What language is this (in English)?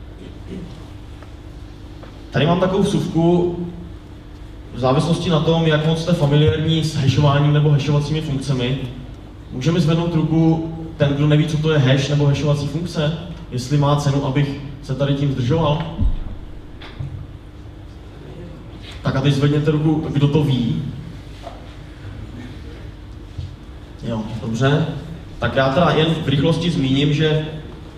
Czech